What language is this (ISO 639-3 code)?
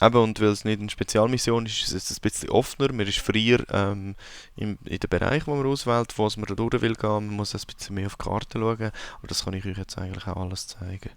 gsw